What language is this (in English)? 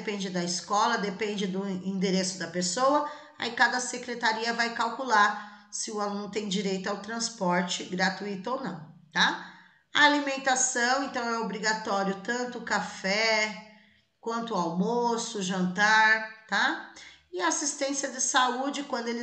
Portuguese